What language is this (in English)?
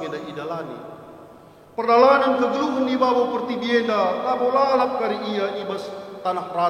Batak Karo